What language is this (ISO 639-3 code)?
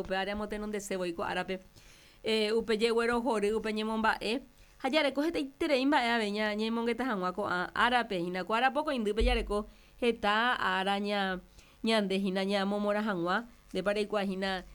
grn